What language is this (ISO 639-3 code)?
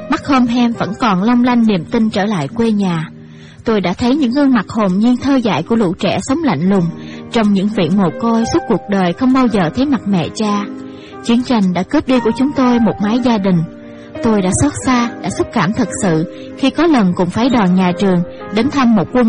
vie